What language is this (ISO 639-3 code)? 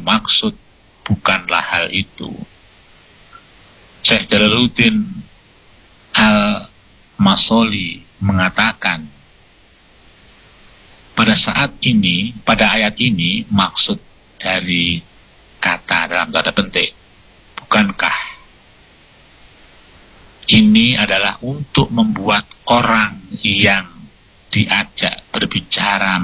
ind